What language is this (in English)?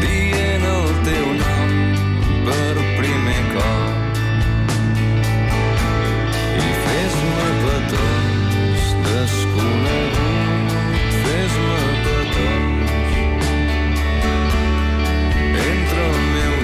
Catalan